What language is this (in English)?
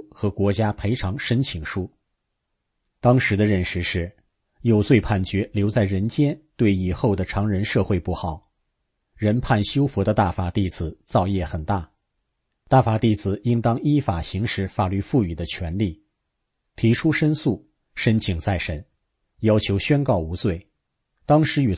Chinese